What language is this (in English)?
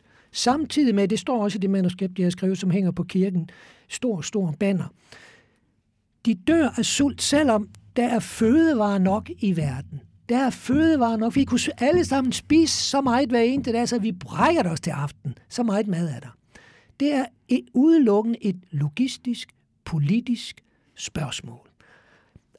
Danish